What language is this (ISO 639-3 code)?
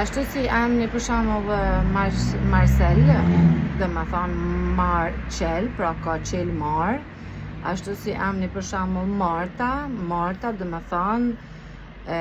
sqi